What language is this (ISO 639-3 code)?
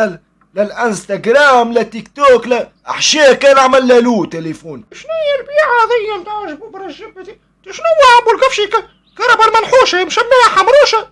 aeb